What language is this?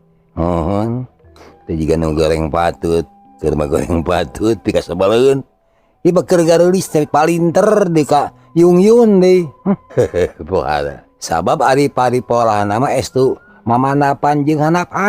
Sundanese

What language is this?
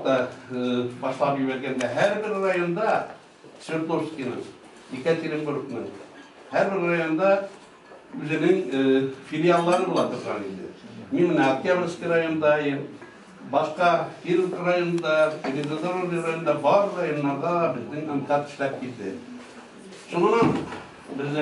Tatar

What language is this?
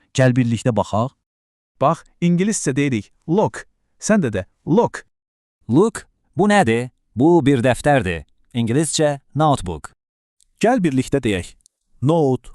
Azerbaijani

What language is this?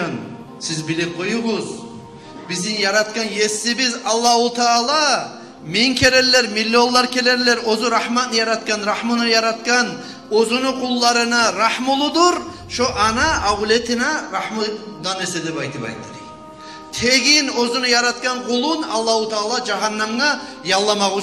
Kumyk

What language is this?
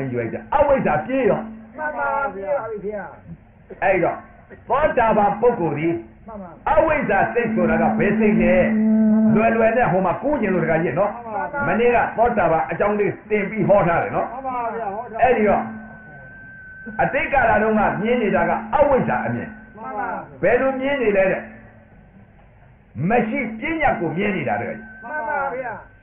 Burmese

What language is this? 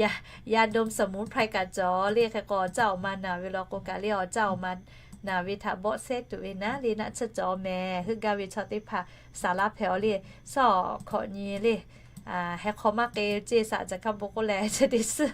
Lahu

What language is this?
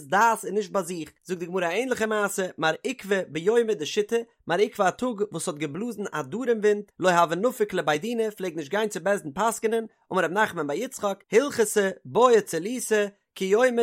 Yiddish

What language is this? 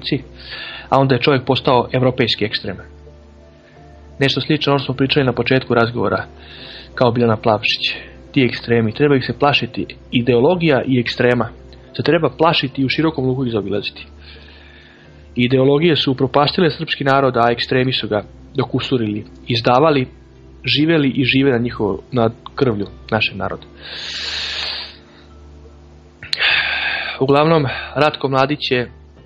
Serbian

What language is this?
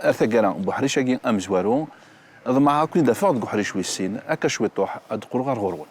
Kabyle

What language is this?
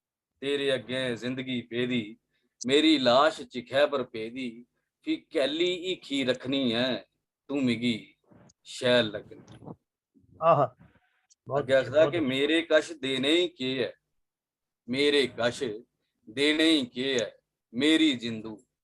Dogri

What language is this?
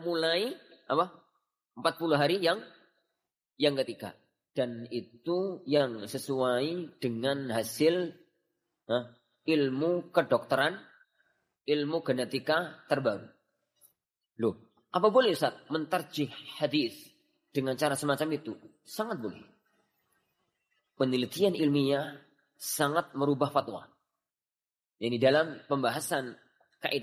Indonesian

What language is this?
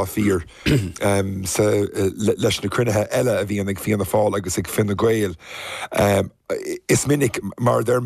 Irish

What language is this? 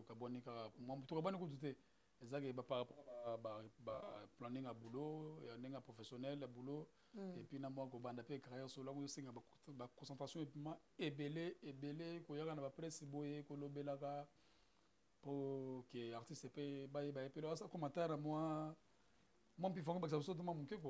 Lingala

